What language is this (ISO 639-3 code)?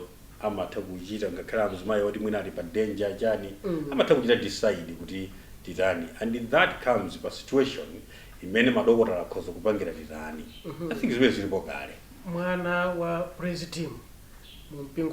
nya